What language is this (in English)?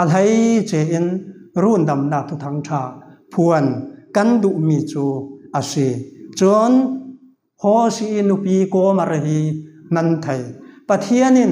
Falam Chin